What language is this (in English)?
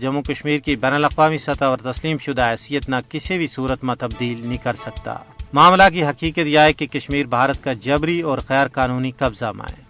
Gujari